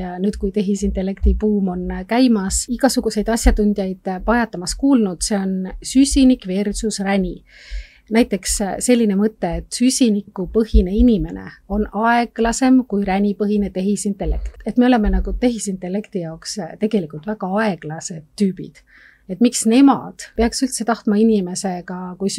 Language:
Estonian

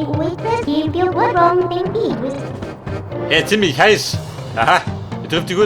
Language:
Bavarian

